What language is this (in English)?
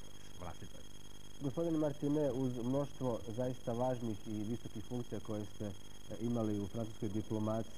Croatian